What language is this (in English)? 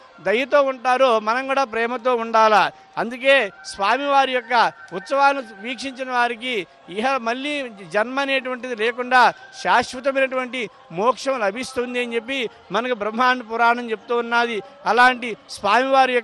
Telugu